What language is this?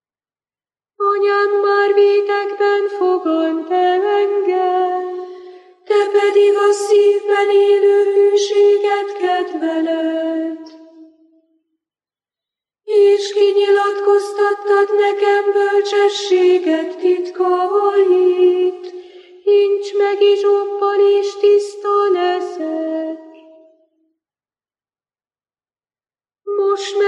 Hungarian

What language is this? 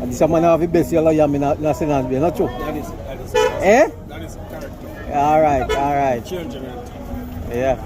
Jamaican Creole English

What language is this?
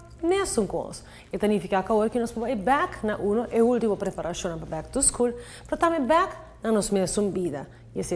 Papiamento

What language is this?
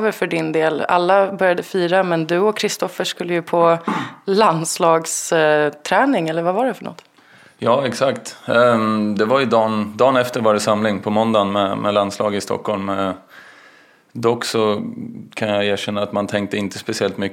Swedish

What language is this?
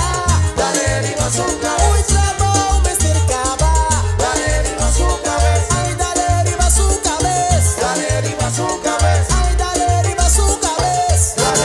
Papiamento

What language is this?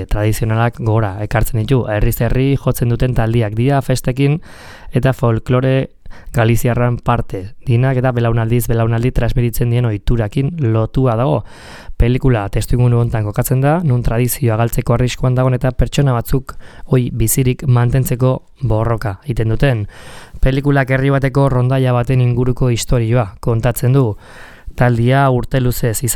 Basque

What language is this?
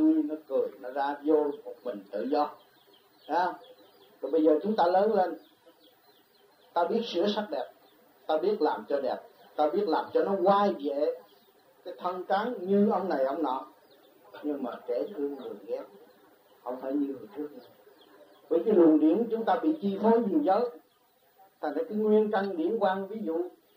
Vietnamese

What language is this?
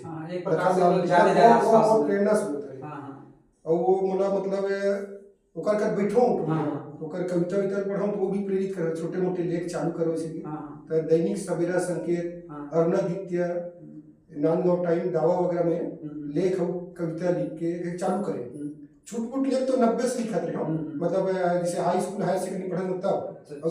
Chhattisgarhi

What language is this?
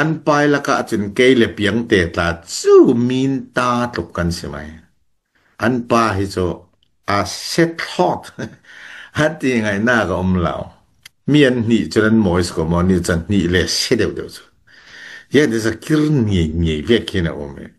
Falam Chin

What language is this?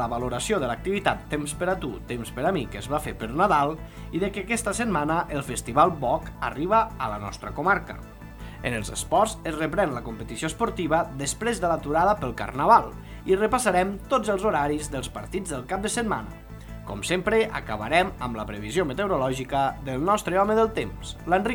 Catalan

